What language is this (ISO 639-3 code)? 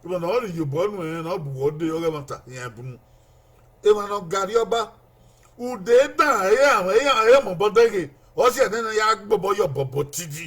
bin